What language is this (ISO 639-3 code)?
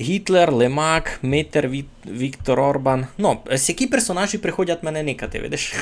rue